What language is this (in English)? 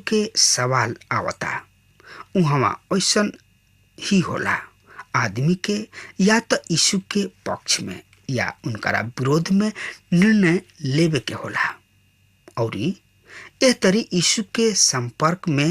Bhojpuri